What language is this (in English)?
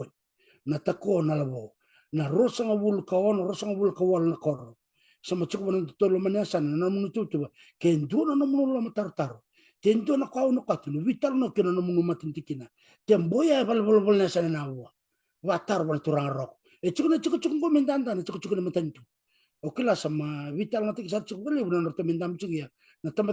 Fijian